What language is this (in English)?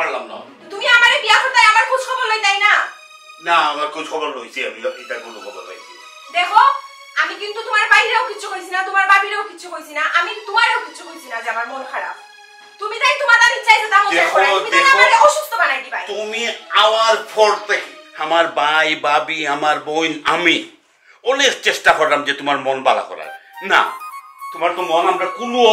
Sylheti